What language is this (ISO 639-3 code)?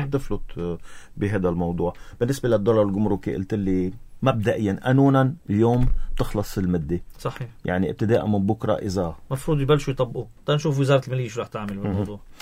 apc